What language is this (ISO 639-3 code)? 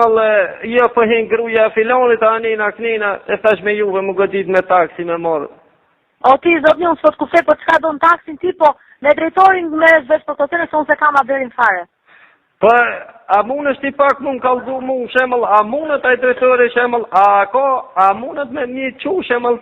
sqi